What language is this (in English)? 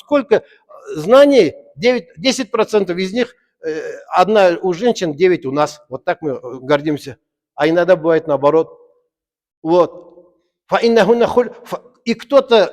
Tatar